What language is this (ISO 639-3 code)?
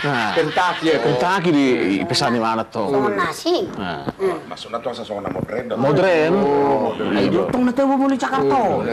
bbc